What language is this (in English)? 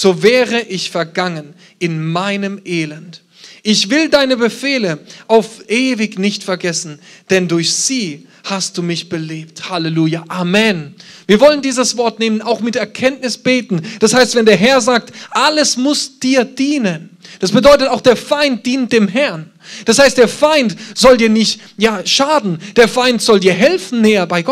German